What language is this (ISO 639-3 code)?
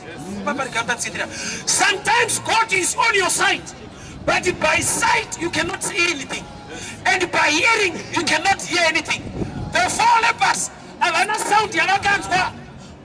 sna